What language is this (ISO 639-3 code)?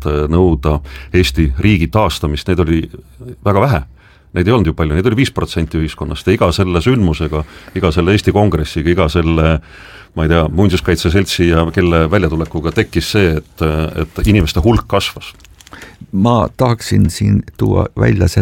est